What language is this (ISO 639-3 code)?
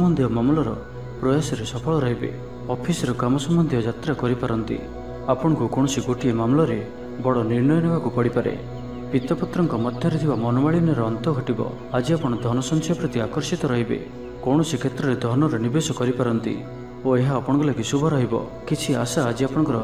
ori